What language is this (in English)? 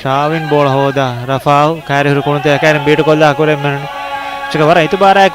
Divehi